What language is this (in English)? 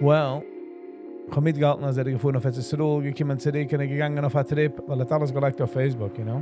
Yiddish